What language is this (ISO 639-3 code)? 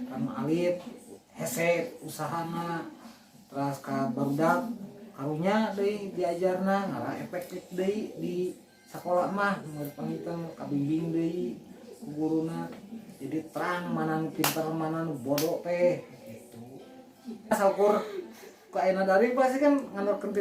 sun